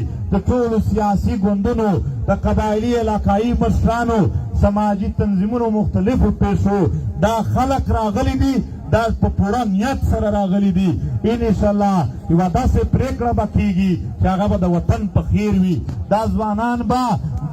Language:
Pashto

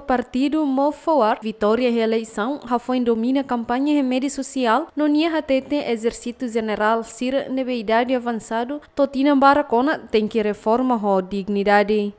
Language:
Tetum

